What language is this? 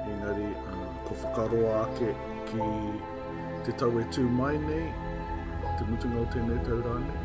Māori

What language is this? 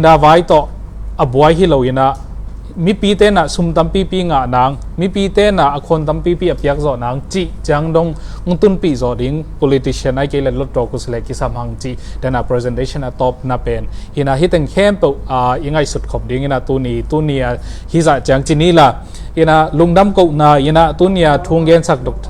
Tedim Chin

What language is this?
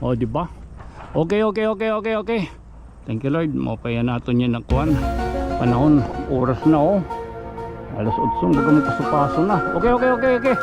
Waray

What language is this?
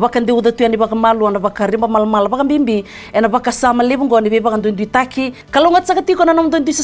Fijian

